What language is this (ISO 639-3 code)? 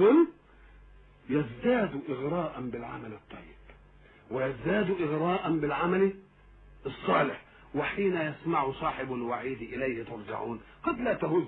ara